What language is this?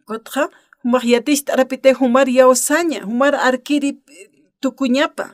Aymara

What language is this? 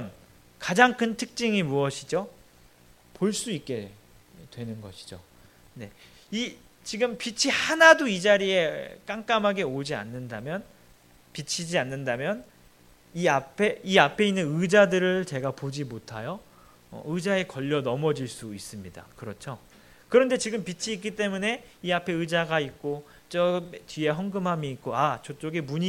Korean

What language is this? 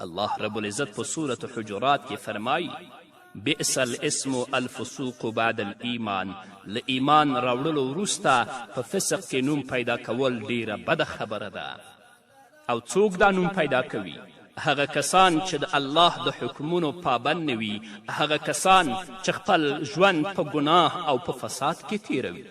Pashto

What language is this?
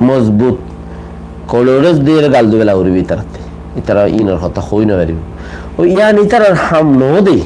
Rohingya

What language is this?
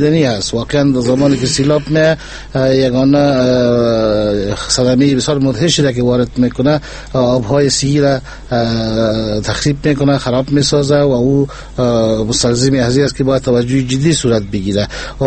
Persian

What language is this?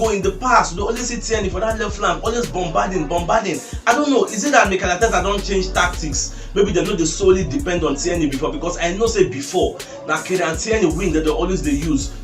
Nigerian Pidgin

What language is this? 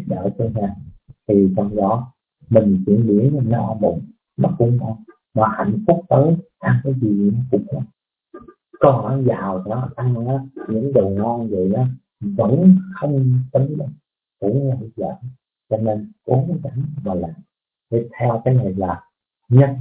Vietnamese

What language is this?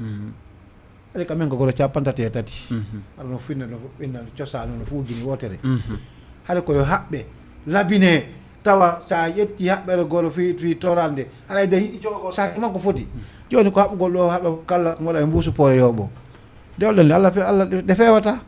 Fula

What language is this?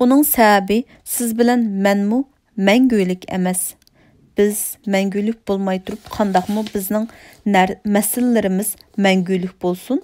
Uyghur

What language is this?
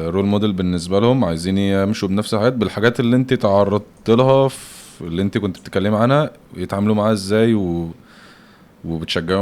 Egyptian Arabic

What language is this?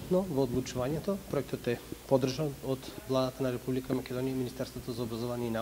Macedonian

